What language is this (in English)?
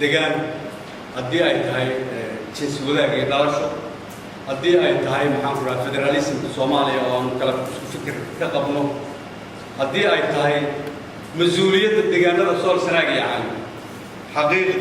Somali